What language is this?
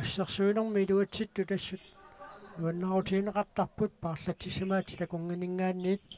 Kalaallisut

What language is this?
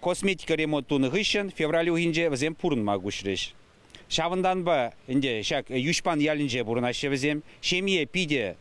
Chuvash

